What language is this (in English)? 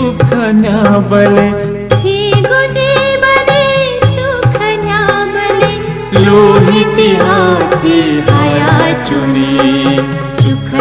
Newari